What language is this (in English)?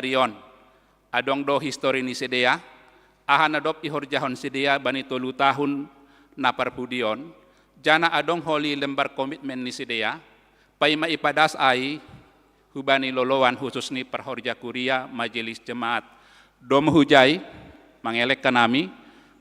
Batak Simalungun